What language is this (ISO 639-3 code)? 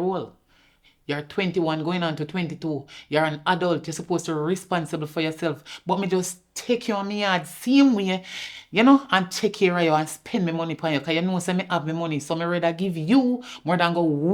jam